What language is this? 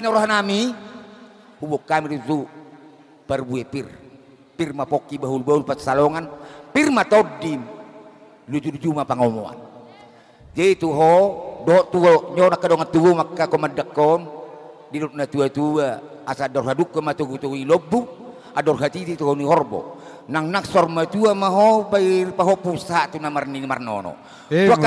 Batak Toba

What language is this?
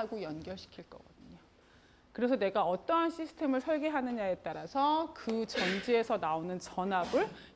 Korean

